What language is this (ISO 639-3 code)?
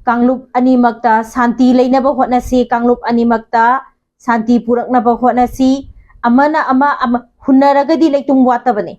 mni